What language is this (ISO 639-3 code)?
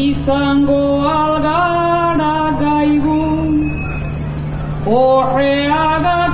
eus